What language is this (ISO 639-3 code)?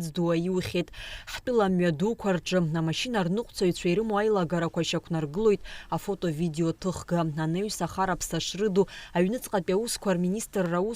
abk